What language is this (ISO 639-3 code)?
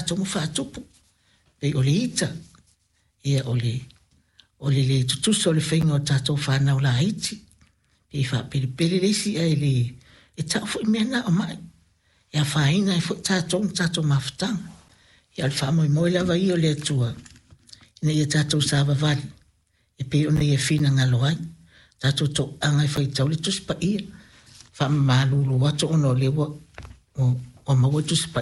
smo